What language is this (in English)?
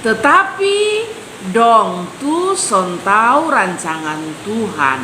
Kupang Malay